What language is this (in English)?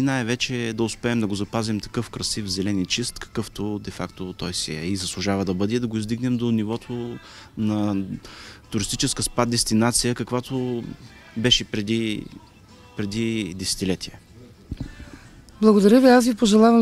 Bulgarian